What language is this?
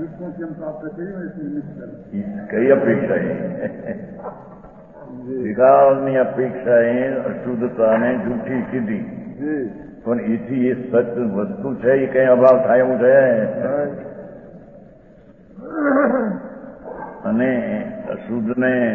Gujarati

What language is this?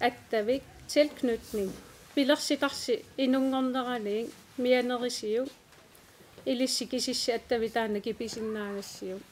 Kalaallisut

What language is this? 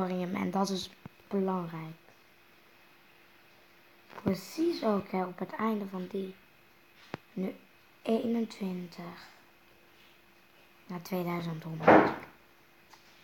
Dutch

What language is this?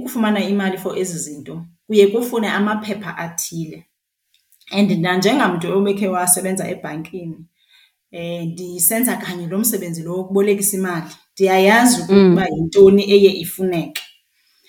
Xhosa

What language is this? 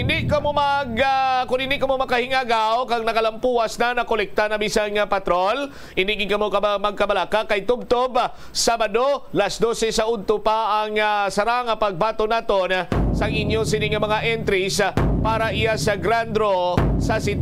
Hiligaynon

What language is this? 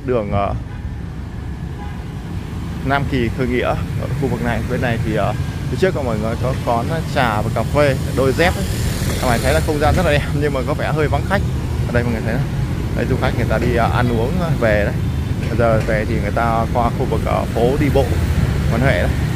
Vietnamese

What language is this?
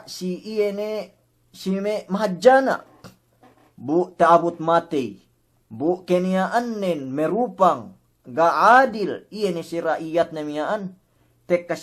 Yakan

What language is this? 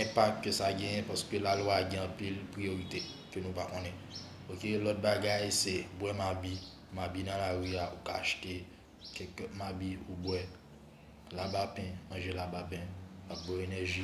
Haitian Creole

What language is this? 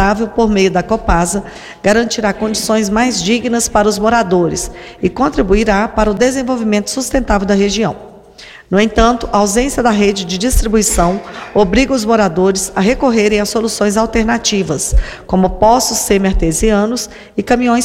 Portuguese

